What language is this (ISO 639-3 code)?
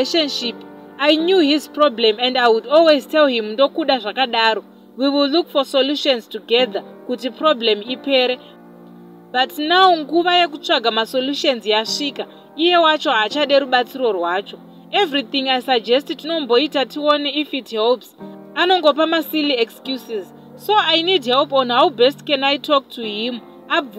sna